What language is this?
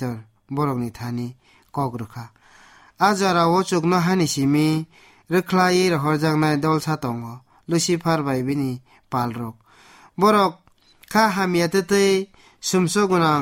Kok Borok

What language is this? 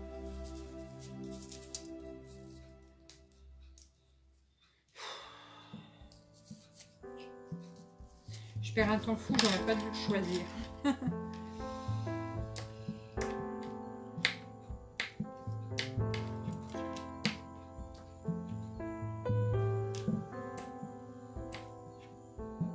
French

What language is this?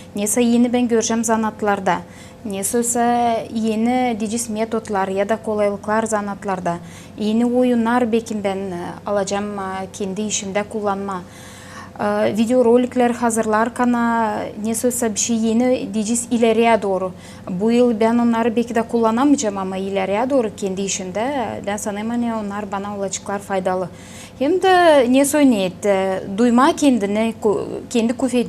Gagauz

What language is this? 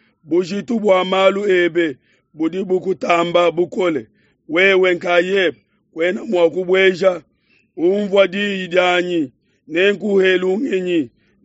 Luba-Lulua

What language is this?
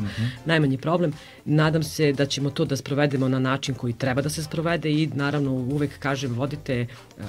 Serbian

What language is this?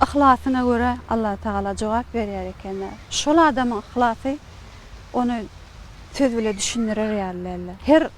Turkmen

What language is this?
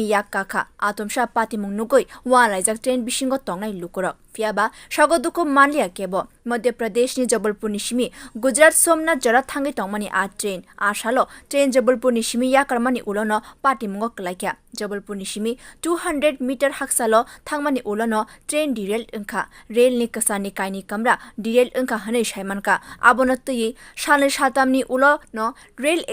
Kok Borok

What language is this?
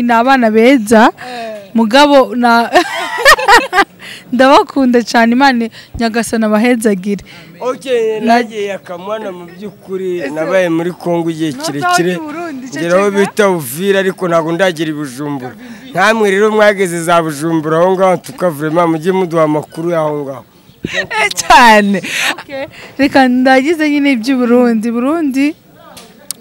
Kinyarwanda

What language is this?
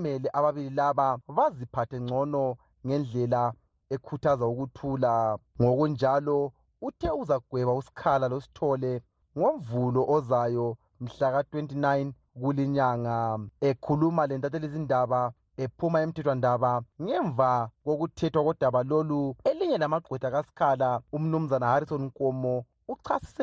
North Ndebele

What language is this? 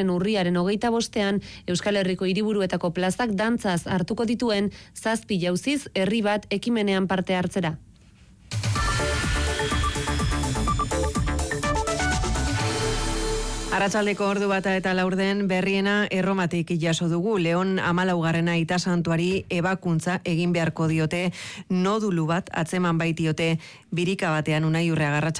Basque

